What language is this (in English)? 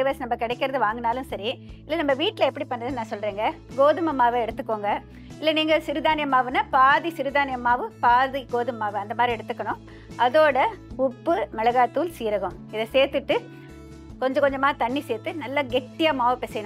Tamil